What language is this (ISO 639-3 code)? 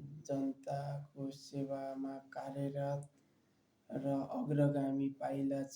nep